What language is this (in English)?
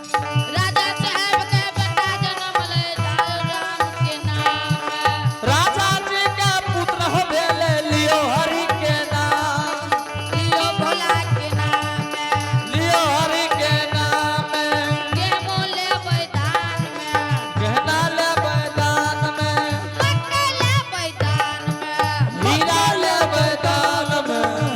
Angika